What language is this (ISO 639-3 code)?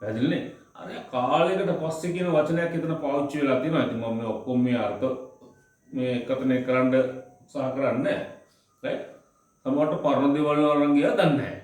sin